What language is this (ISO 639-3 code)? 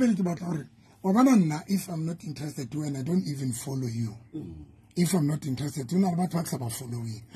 sot